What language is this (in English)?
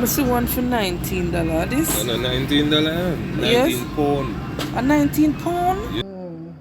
Jamaican Creole English